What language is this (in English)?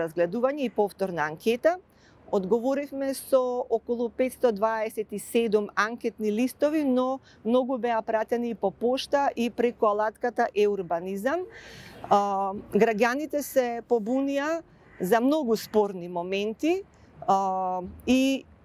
Macedonian